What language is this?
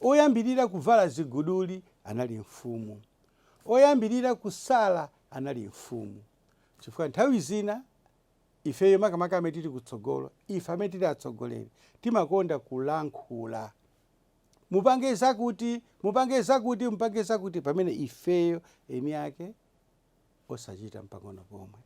Nyanja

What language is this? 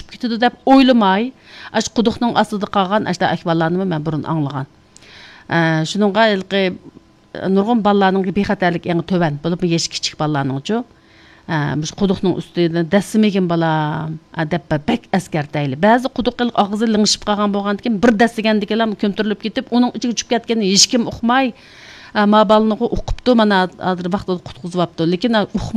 Uyghur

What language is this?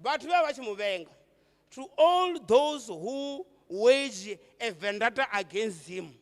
Venda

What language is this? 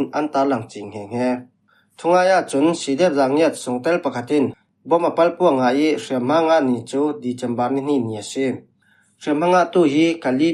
Falam Chin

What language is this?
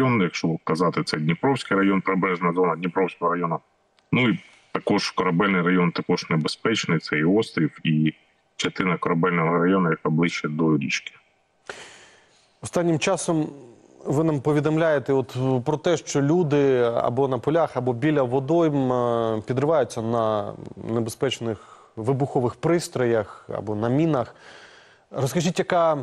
Ukrainian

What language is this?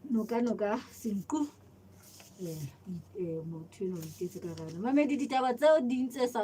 Southern Sotho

